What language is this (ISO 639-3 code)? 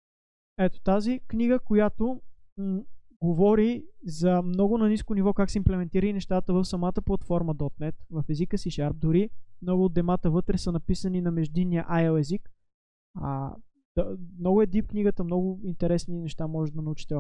bul